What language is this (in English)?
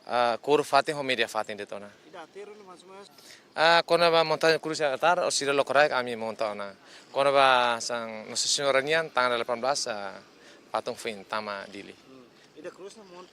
Tetum